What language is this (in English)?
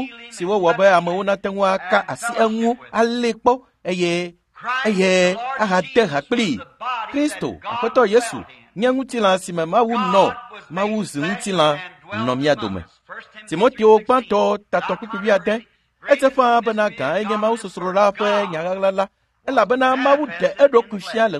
Ewe